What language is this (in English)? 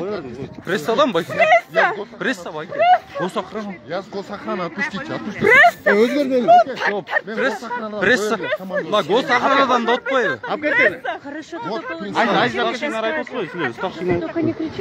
Kyrgyz